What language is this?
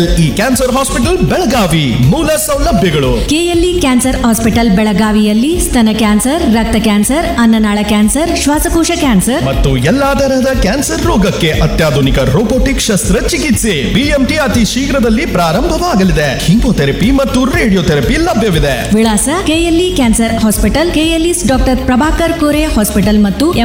Kannada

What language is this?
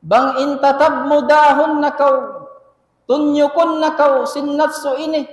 Tausug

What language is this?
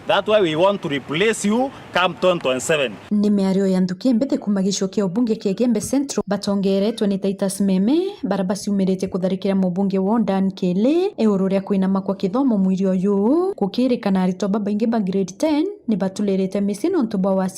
Meru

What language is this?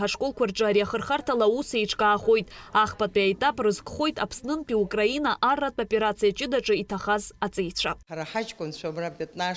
Abkhazian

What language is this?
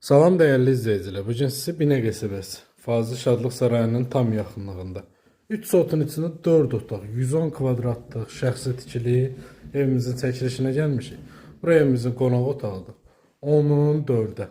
Azerbaijani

